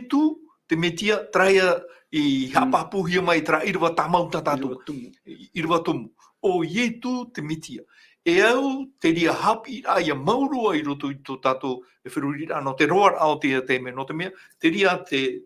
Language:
Tahitian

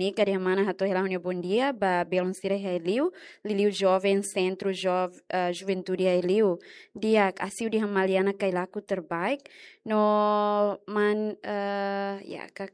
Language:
Tetum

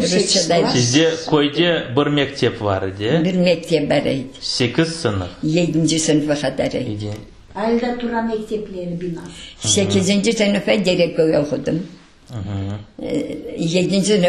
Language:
Crimean Tatar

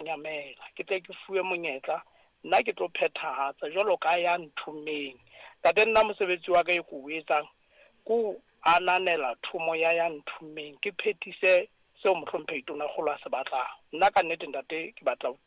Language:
Southern Sotho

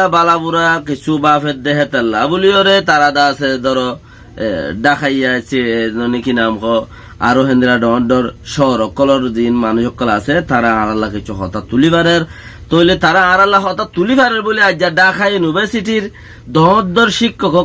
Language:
Rohingya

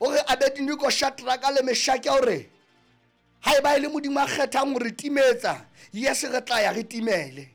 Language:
Southern Sotho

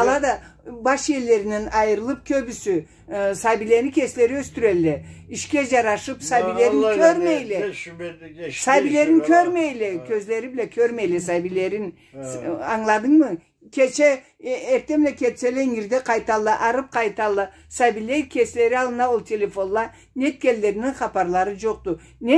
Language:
Karachay-Balkar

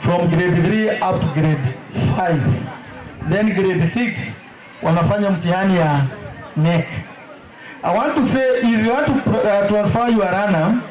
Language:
Kamba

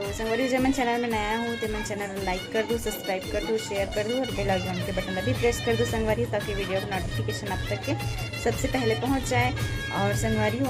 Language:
Chhattisgarhi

